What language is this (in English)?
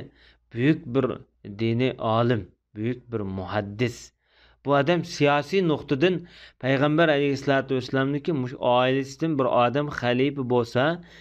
Uyghur